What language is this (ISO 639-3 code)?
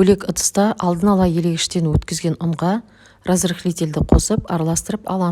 kaz